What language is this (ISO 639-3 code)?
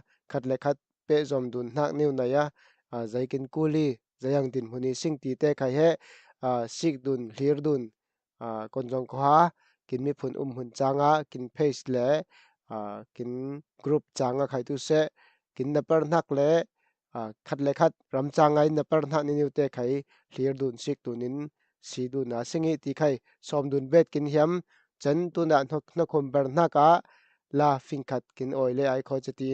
cfm